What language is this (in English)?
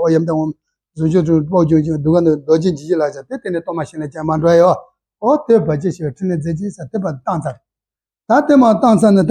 Tibetan